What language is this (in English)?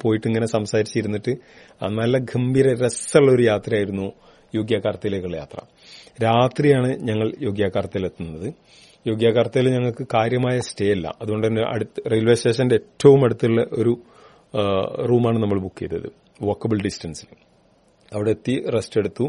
Malayalam